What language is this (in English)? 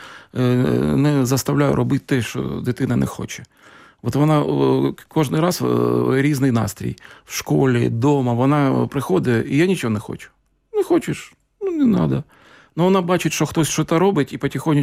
Ukrainian